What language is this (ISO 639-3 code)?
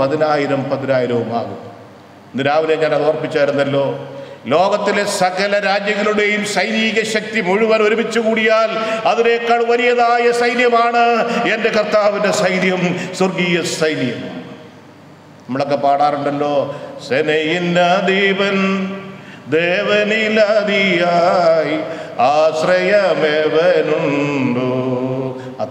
mal